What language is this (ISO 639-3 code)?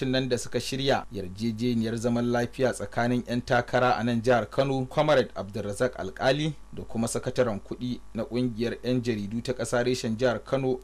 hau